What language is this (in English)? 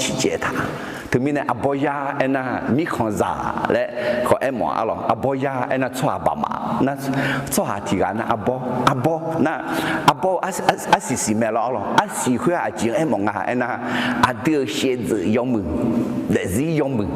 Akha